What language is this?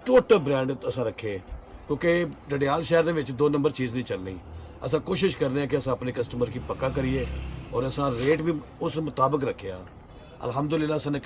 Pahari-Potwari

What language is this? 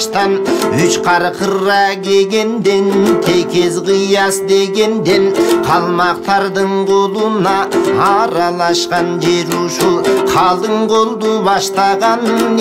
Kyrgyz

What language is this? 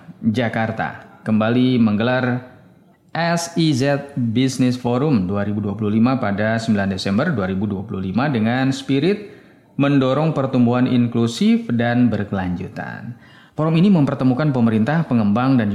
Indonesian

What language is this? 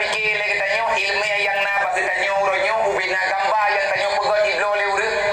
Achinese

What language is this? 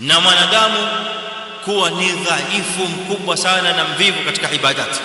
Swahili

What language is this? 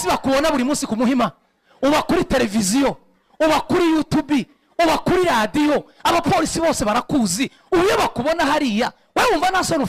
Kinyarwanda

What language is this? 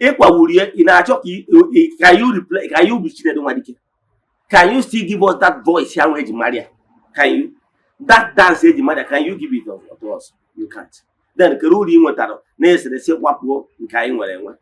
Igbo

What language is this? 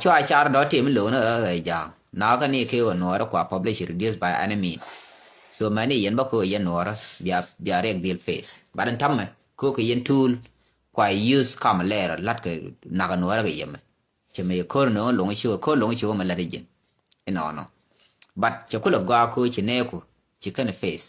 Nuer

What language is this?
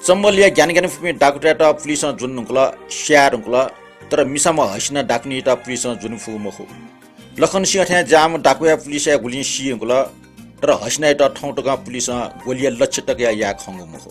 Newari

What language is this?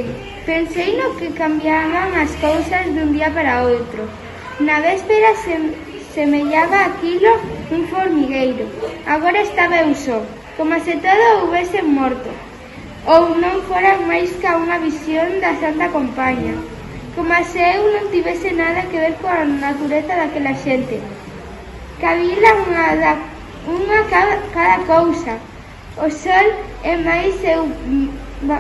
Galician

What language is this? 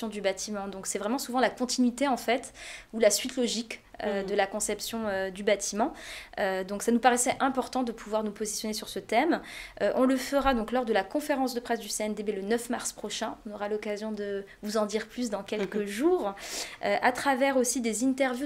French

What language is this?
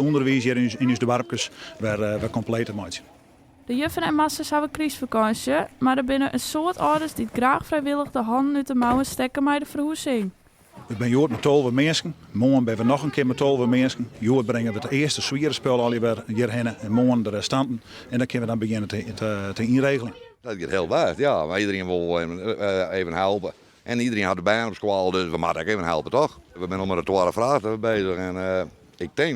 Western Frisian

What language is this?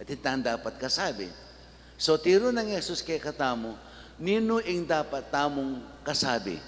Pampanga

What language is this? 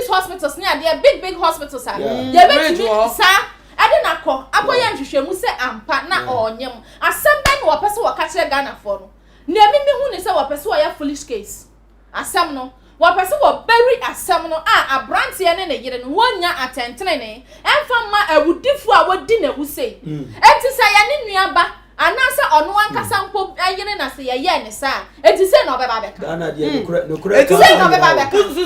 Akan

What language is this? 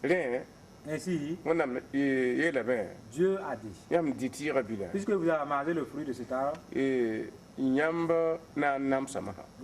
Mossi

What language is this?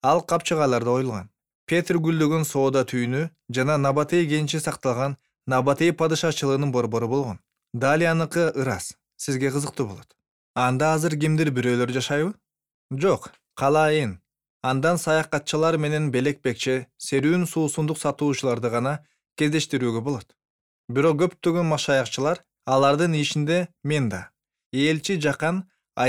Kyrgyz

